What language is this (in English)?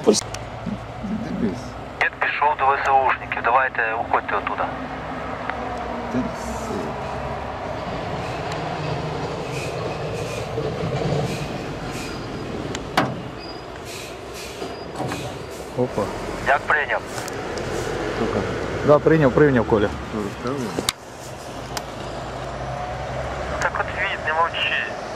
Ukrainian